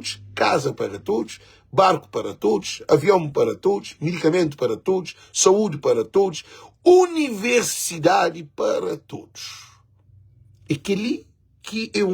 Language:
Kabuverdianu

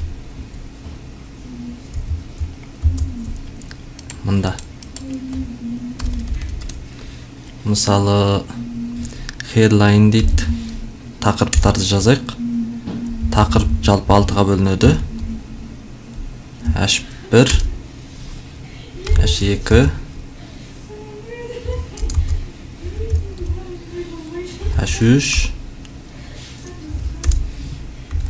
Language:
Kazakh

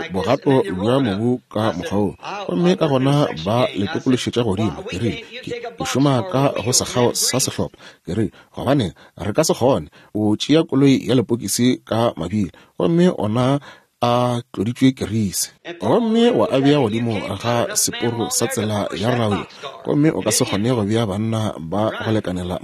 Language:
Northern Sotho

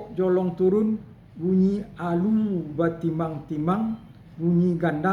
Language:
Minangkabau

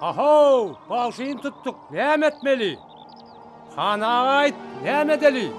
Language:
Turkmen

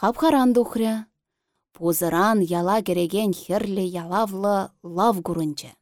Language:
Chuvash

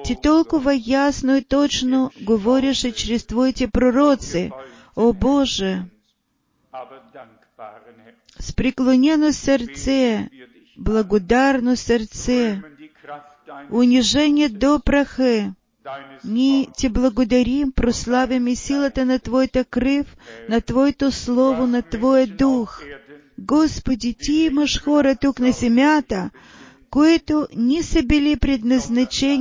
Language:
Bulgarian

